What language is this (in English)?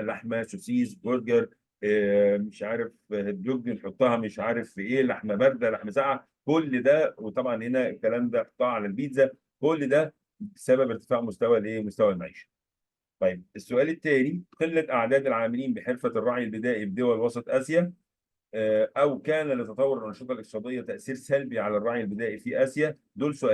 Egyptian Arabic